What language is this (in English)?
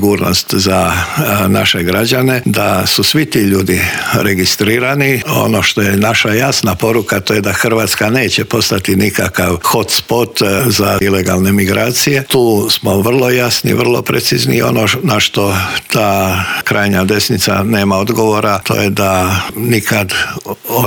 Croatian